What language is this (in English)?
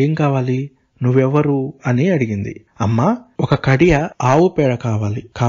Telugu